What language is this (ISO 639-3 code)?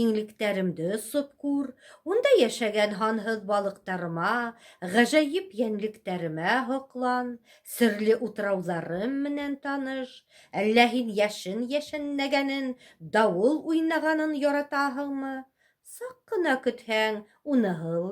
bak